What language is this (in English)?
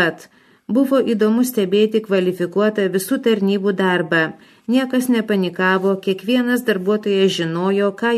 Lithuanian